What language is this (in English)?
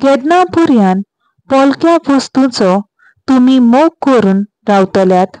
Konkani